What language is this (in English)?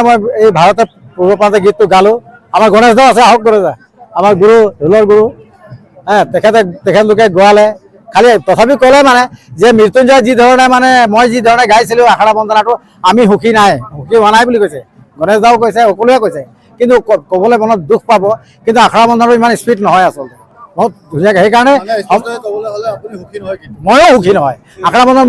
Assamese